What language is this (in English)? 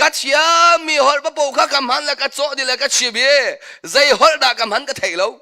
Hakha Chin